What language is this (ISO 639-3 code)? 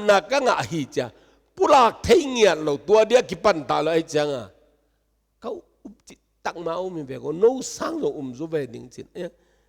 ctd